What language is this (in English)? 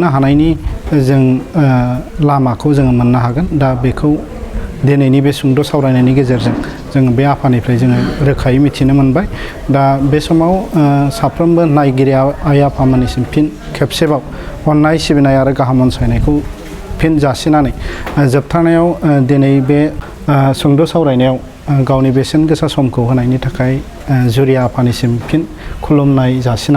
Bodo